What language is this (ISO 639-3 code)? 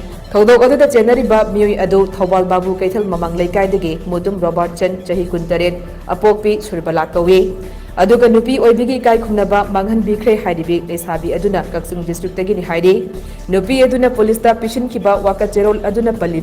mni